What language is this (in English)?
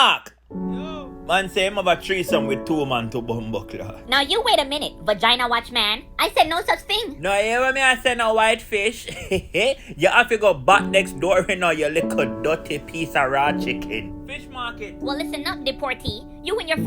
Jamaican Creole English